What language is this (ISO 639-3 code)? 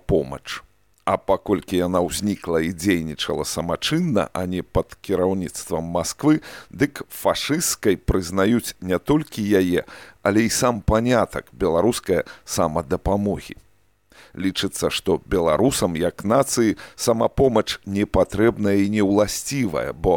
bel